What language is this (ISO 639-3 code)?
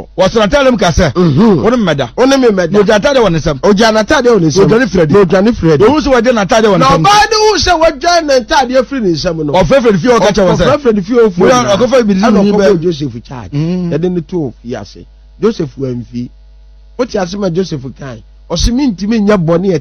aka